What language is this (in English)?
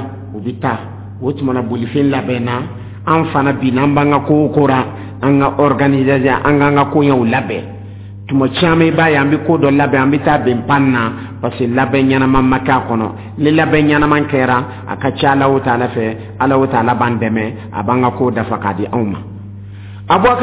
Dyula